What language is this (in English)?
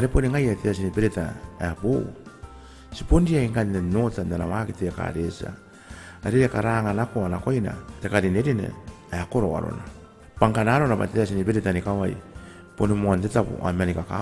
Gilbertese